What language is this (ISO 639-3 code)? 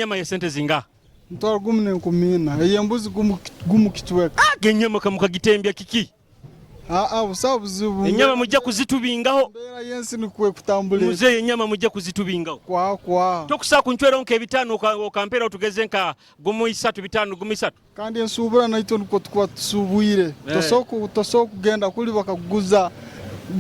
nyo